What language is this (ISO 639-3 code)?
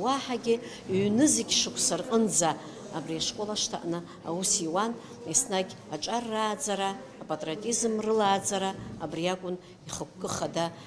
abk